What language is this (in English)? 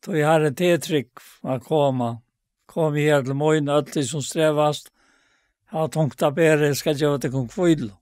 Faroese